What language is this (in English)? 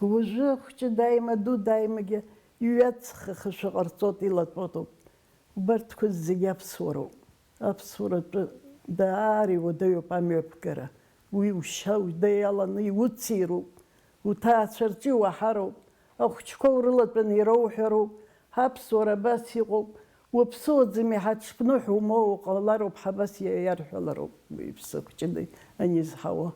Abkhazian